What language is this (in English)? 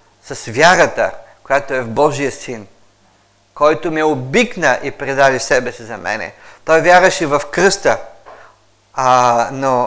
Bulgarian